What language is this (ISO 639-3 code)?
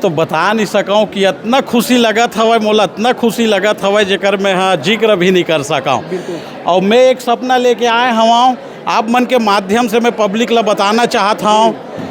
hne